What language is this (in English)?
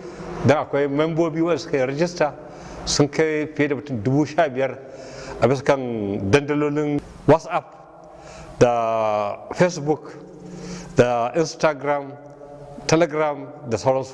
Hausa